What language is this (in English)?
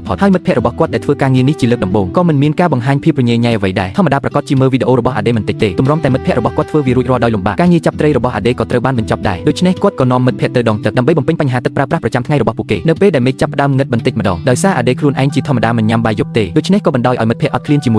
Khmer